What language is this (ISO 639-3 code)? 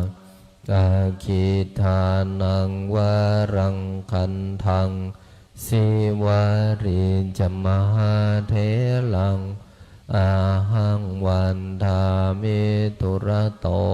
pli